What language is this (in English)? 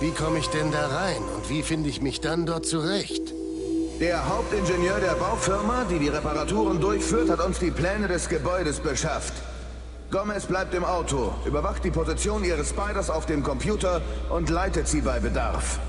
Bavarian